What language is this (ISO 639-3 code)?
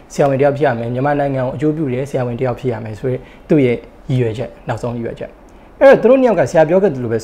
mya